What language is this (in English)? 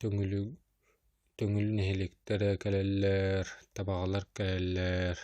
Yakut